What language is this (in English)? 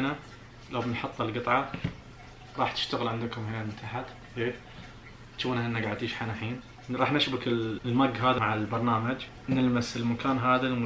Najdi Arabic